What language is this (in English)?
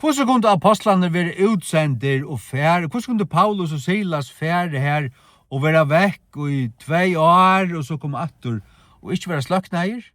Faroese